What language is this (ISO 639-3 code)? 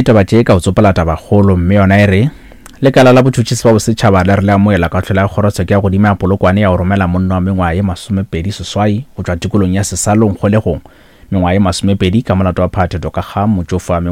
nso